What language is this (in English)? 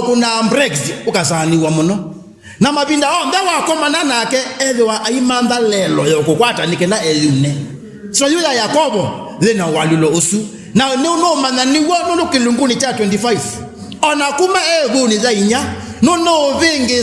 Kamba